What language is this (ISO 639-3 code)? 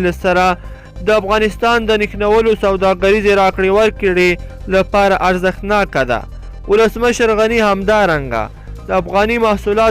pus